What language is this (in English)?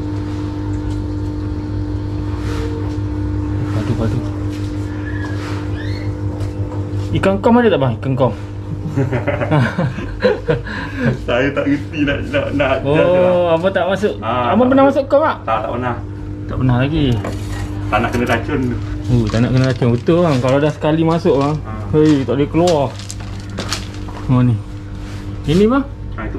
Malay